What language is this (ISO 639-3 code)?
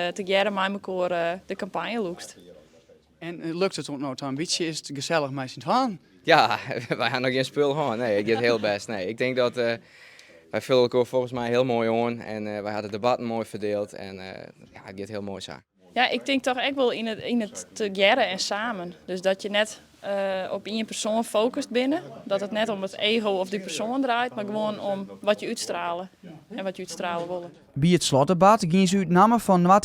fry